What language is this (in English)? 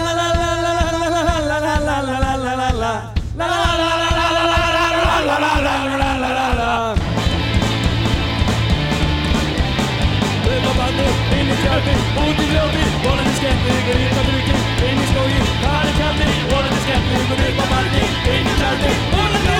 Icelandic